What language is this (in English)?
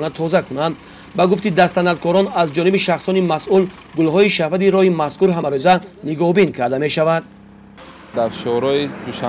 Tajik